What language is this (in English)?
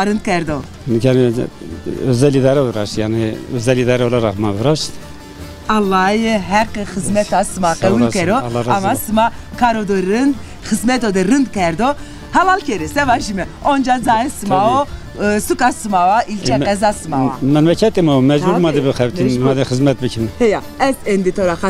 Zaza